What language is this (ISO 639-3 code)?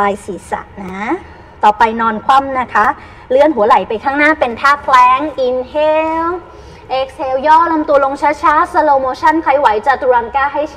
tha